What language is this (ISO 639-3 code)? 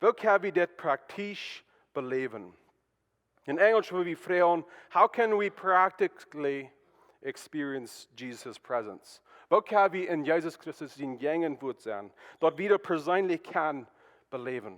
pdt